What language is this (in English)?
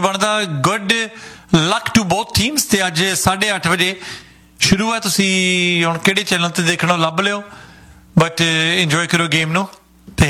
Punjabi